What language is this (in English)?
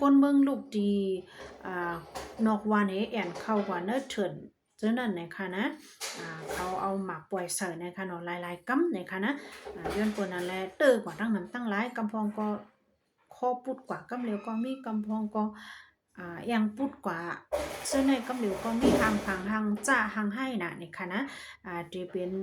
Shan